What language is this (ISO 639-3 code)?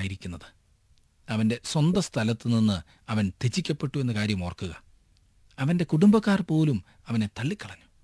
mal